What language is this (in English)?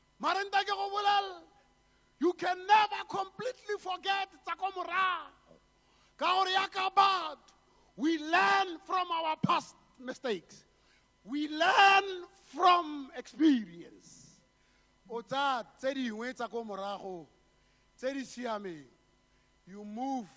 Tswana